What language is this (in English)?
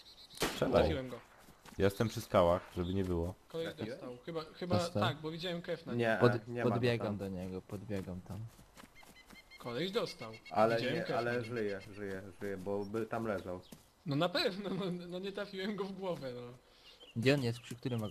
Polish